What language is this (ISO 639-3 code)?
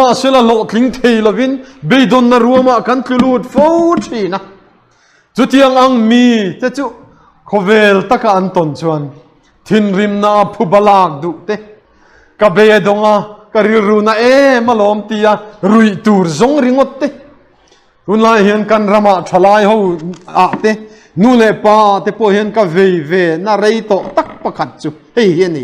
lus